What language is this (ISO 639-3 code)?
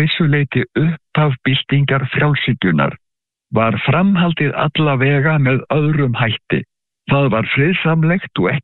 isl